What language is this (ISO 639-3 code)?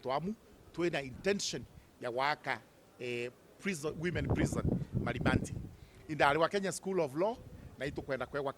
mer